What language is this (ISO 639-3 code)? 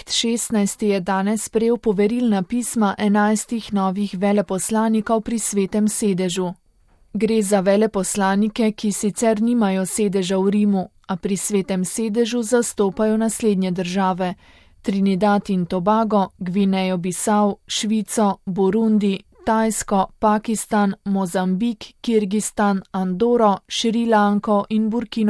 slv